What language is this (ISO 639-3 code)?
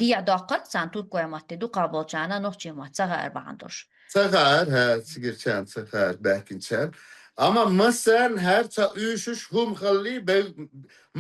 che